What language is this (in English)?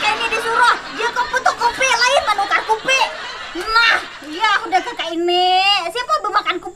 Banjar